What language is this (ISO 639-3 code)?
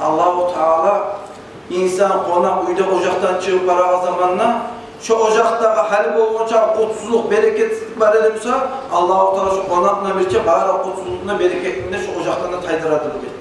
kum